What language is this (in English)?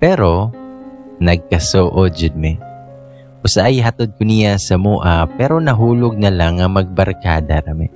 Cebuano